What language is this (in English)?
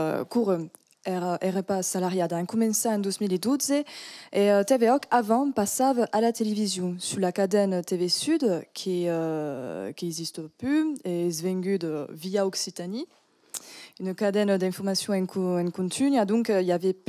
Occitan